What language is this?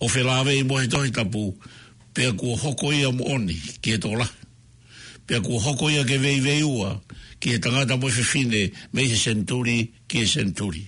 Tongan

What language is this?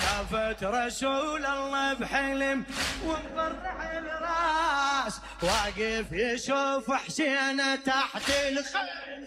Mesopotamian Arabic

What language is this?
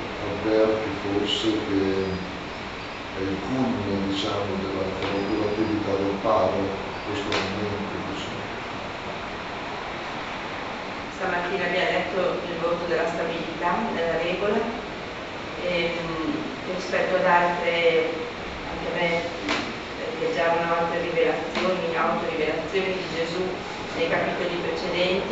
Italian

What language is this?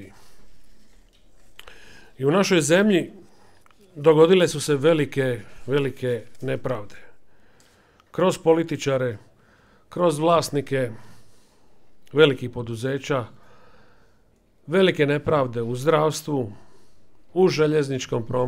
Croatian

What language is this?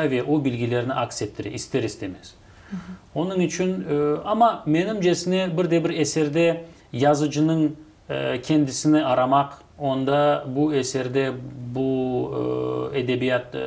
Crimean Tatar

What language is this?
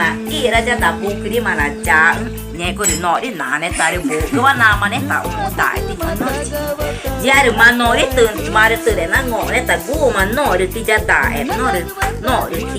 Ticuna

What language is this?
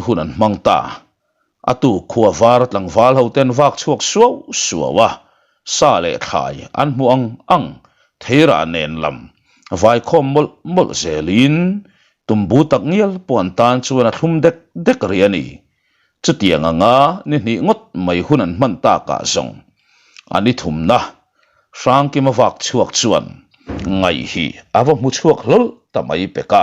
Mizo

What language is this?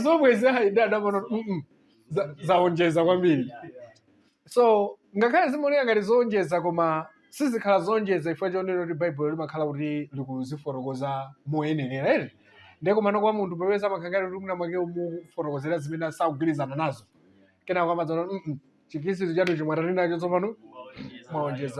Nyanja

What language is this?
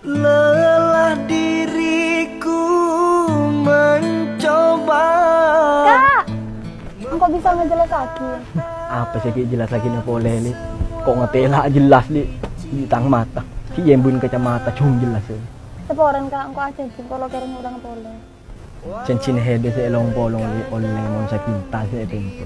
Madurese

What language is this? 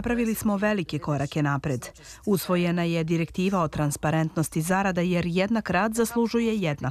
Serbian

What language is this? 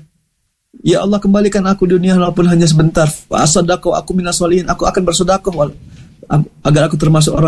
Indonesian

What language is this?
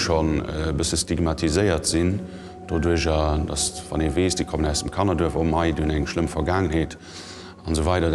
Luxembourgish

